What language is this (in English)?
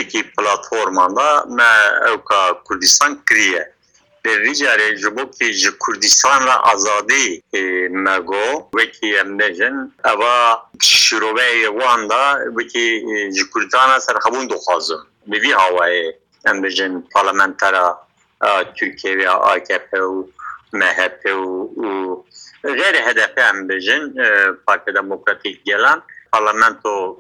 Kurdish